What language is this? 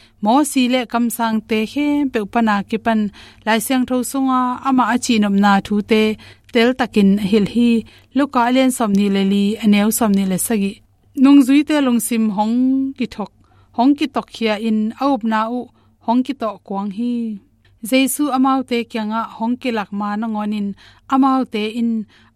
Tedim Chin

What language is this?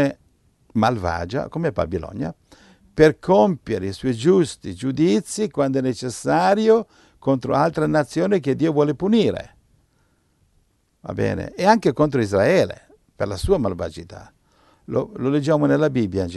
Italian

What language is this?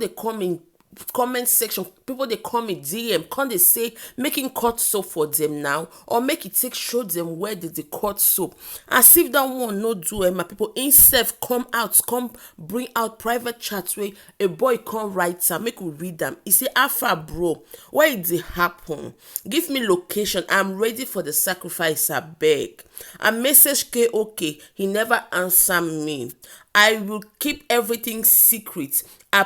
Nigerian Pidgin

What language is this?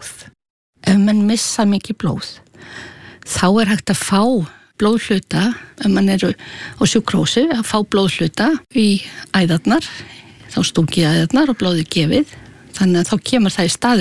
Icelandic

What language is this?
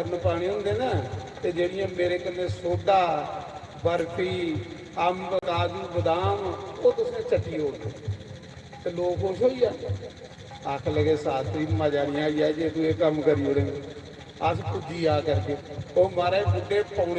Dogri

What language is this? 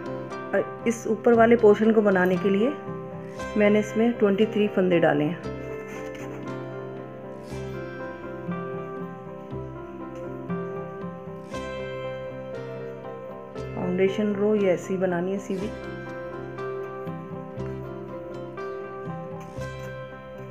Hindi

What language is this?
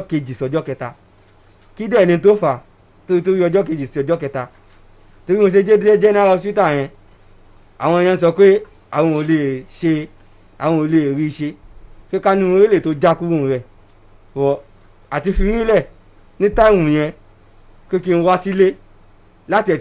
Yoruba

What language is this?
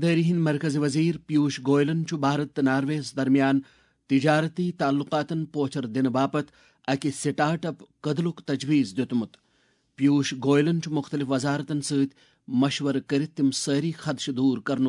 Kashmiri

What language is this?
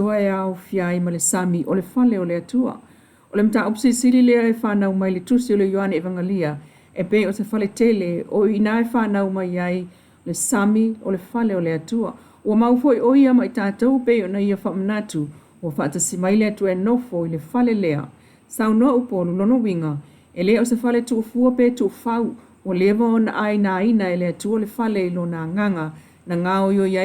Samoan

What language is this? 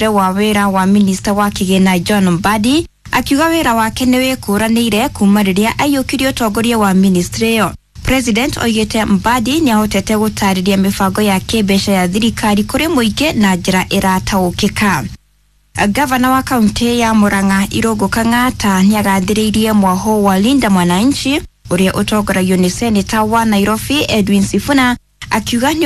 Kikuyu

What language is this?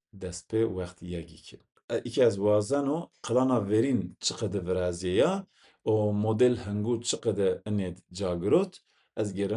Zaza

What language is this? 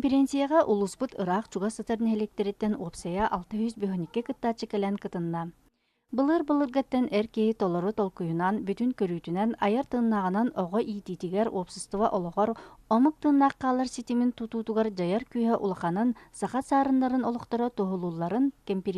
Yakut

